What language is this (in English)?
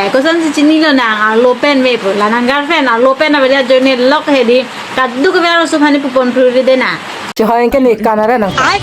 Karbi